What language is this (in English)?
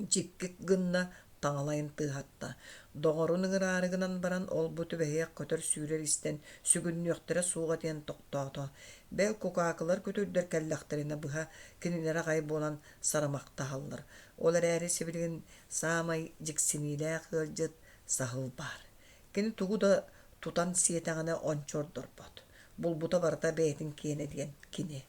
Yakut